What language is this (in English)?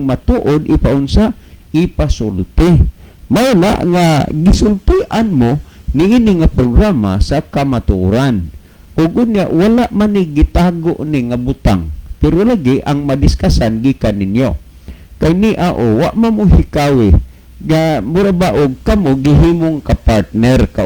Cebuano